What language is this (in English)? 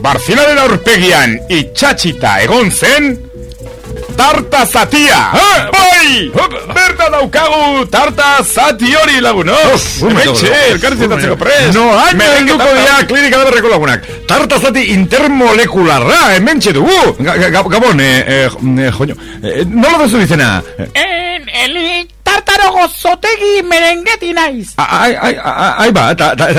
Basque